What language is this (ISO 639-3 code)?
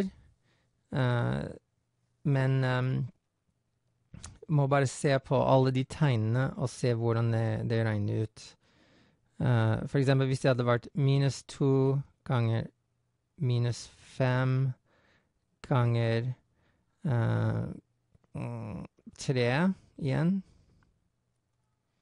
nor